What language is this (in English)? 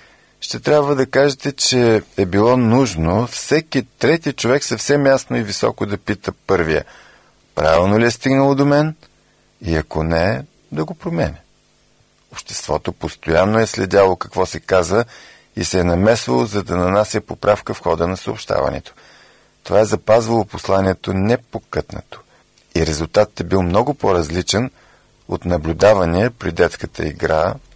Bulgarian